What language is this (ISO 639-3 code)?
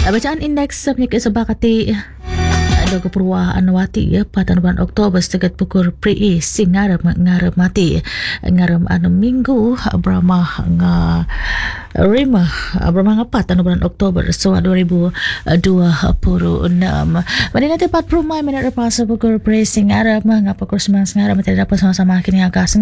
msa